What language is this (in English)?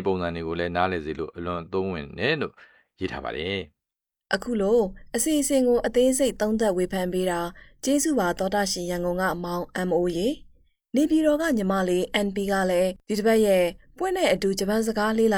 Burmese